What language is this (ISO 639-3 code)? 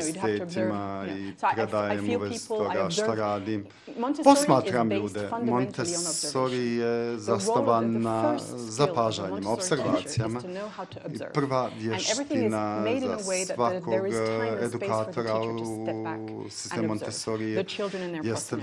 bos